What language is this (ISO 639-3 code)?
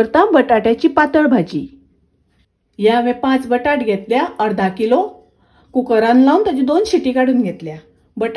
kok